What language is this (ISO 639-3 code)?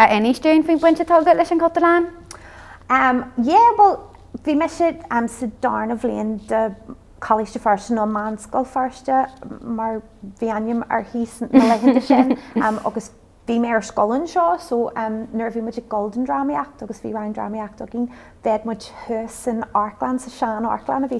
gle